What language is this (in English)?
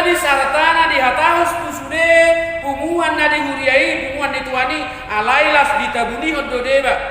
Batak Toba